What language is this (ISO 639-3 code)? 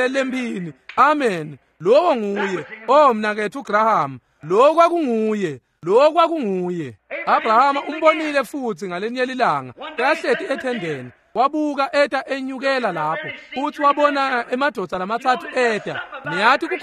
ssw